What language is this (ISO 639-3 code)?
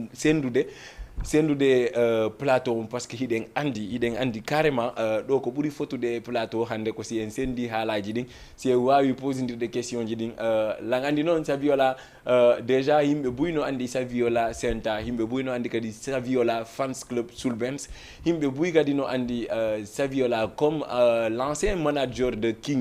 ful